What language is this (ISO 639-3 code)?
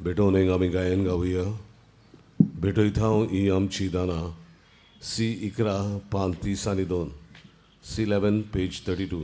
kok